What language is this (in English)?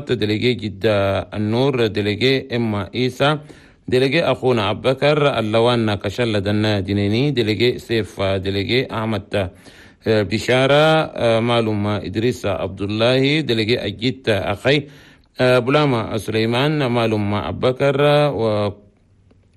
Chadian Arabic